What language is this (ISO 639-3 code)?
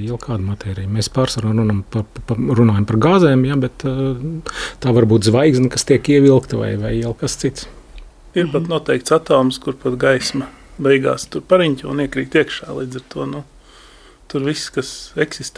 lav